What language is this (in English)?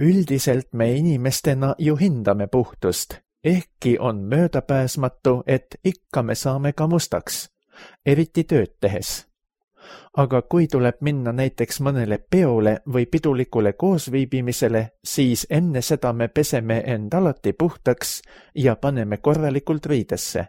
Estonian